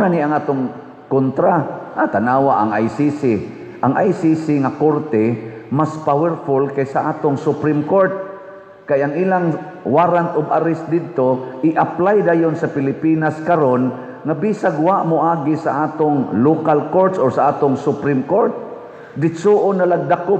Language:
Cebuano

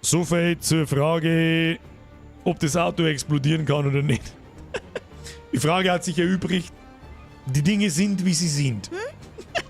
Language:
Bavarian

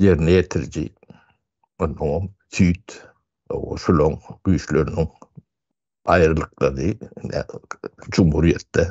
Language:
Turkmen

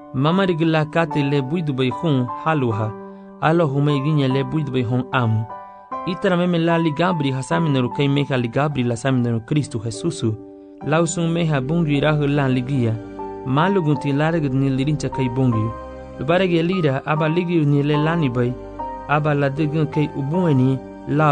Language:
Garifuna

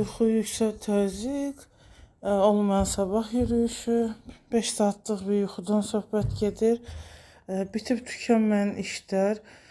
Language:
Azerbaijani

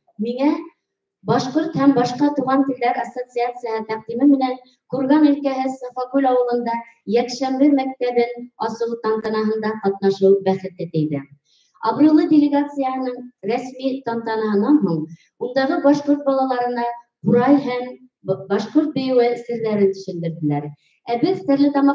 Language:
Bashkir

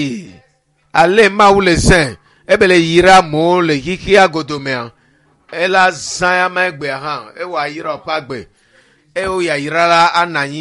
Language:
Ewe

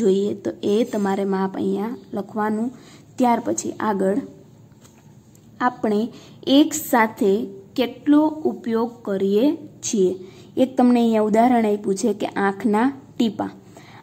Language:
Gujarati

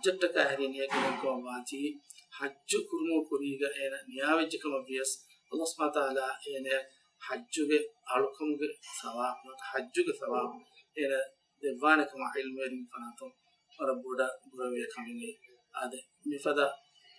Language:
Divehi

